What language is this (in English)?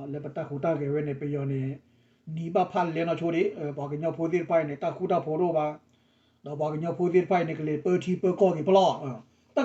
S'gaw Karen